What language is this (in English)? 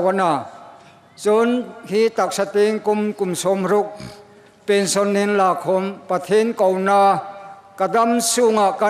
Hmar